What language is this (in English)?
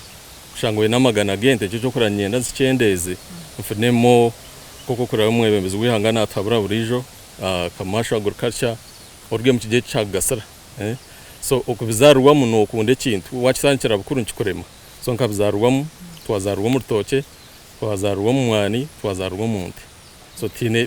Nyankole